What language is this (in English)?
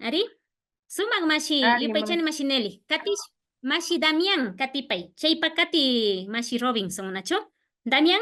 Imbabura Highland Quichua